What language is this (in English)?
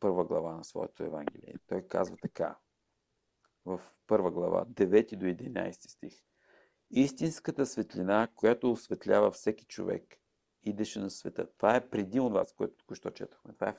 Bulgarian